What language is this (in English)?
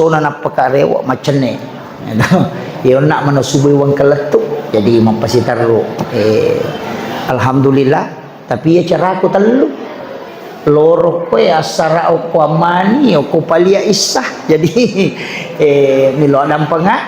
Buginese